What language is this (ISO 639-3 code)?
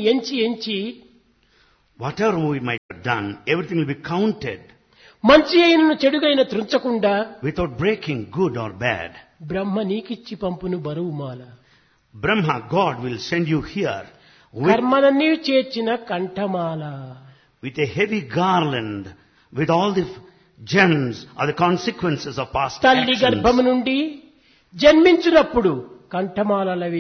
tel